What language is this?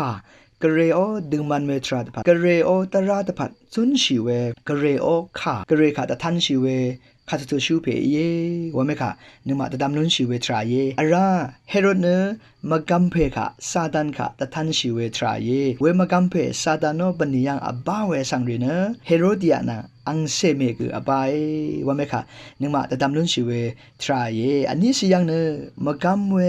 Rawang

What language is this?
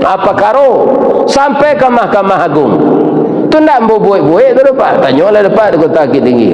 Minangkabau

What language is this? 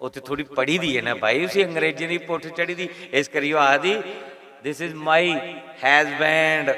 Dogri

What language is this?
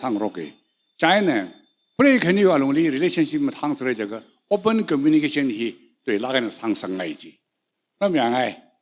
Tangkhul Naga (India)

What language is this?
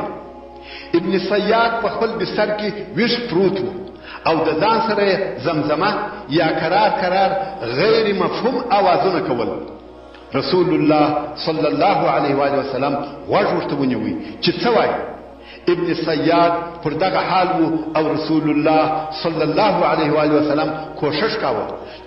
Pashto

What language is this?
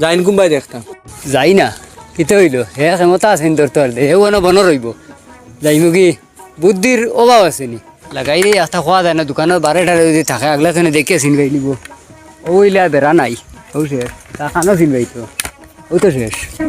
Sylheti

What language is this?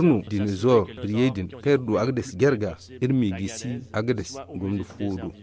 Zarma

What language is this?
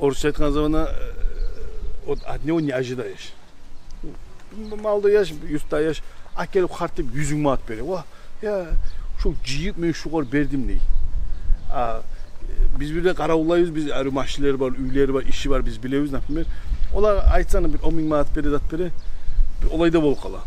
Kumyk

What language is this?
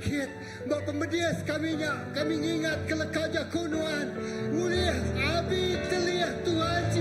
Iban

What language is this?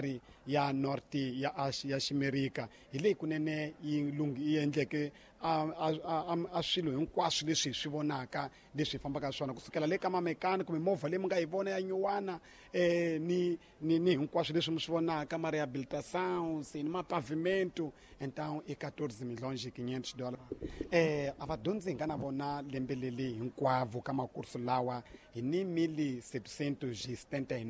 Tsonga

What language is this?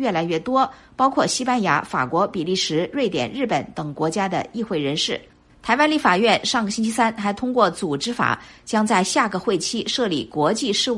Chinese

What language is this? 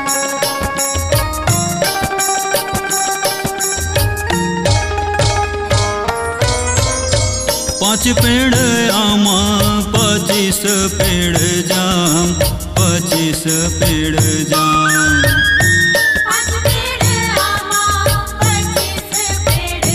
Chhattisgarhi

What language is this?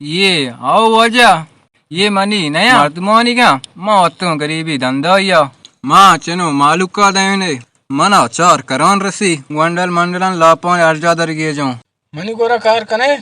Baluchi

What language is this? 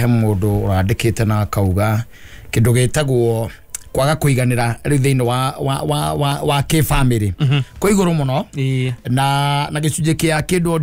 Kikuyu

